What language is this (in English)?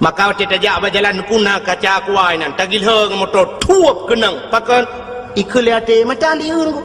Achinese